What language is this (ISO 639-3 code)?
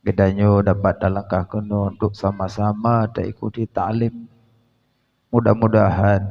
ace